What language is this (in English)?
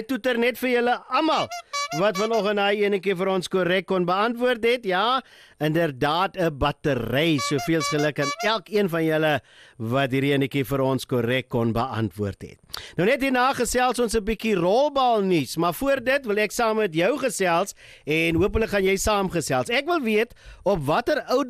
Afrikaans